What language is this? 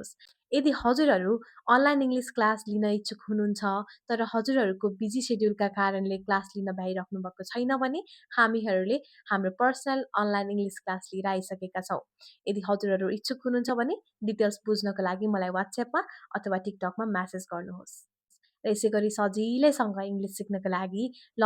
Nepali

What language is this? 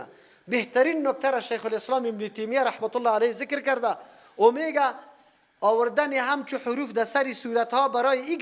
Persian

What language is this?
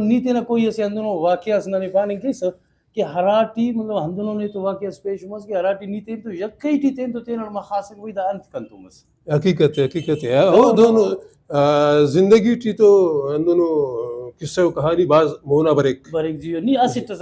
Brahui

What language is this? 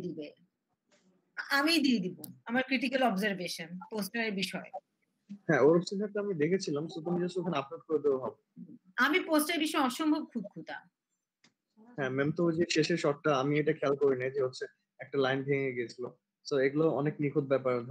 Bangla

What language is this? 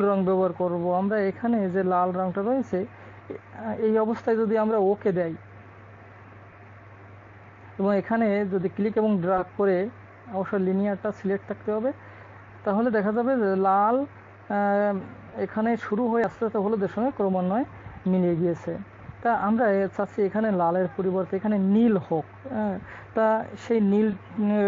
Bangla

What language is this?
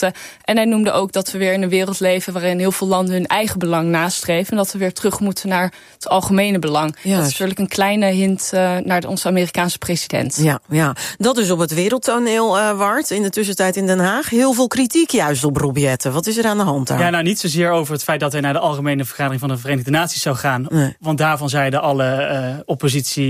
Dutch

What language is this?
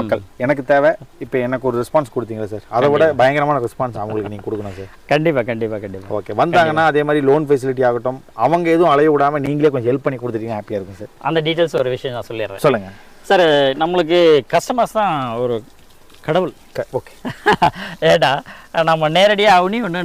Tamil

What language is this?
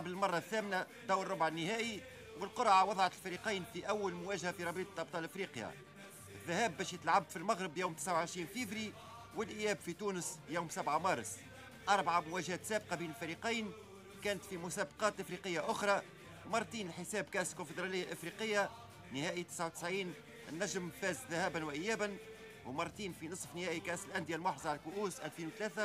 Tunisian Arabic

